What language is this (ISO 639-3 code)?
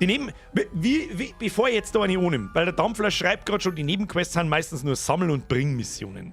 bar